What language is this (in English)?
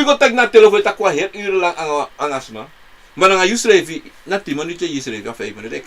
Sranan Tongo